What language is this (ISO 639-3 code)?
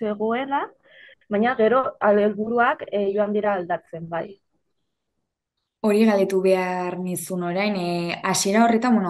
eus